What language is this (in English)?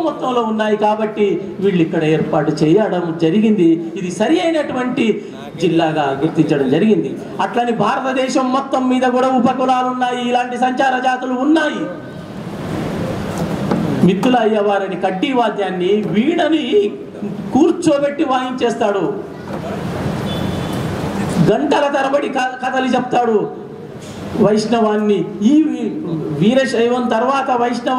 Telugu